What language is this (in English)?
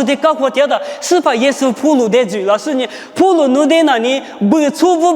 Lisu